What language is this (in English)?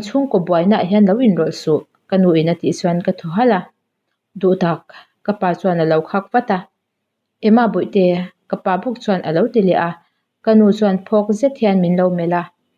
Mizo